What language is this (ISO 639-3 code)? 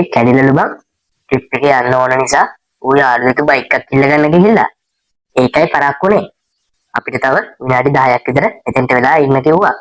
sin